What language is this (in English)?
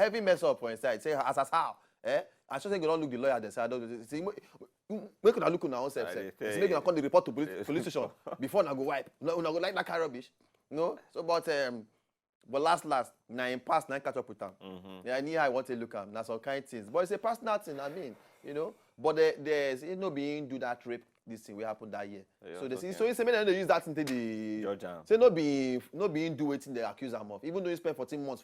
Nigerian Pidgin